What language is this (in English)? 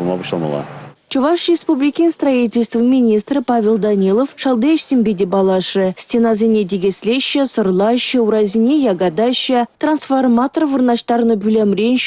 Chuvash